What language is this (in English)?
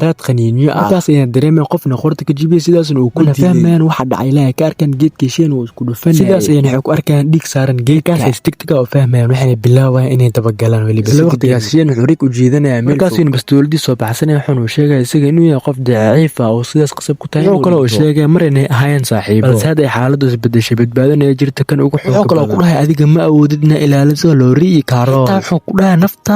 Somali